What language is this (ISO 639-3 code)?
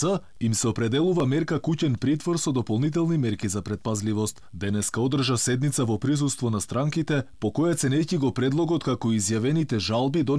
mkd